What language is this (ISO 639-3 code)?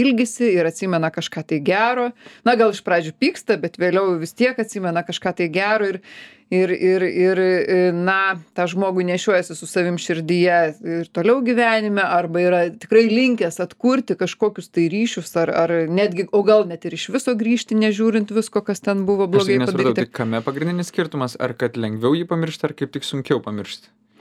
lit